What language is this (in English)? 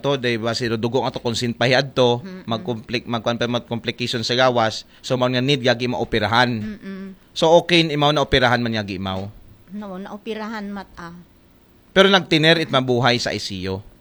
Aklanon